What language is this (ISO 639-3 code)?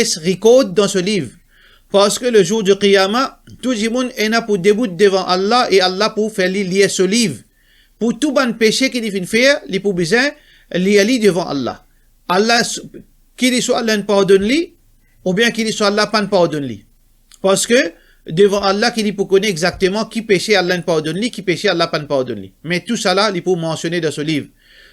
mfe